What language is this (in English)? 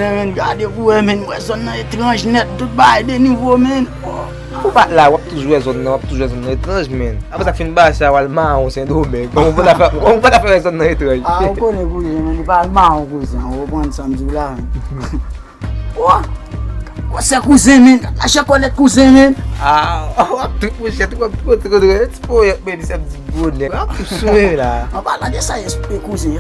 Haitian Creole